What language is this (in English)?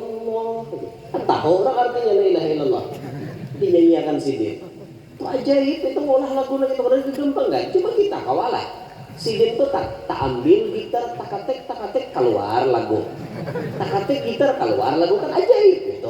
Banjar